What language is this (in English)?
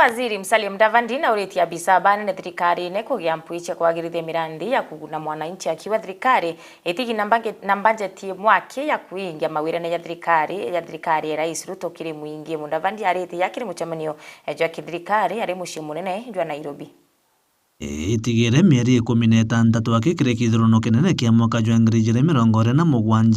Meru